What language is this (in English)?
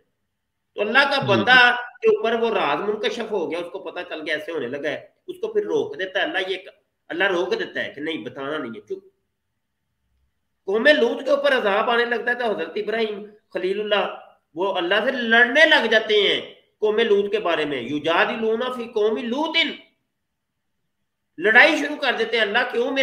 Urdu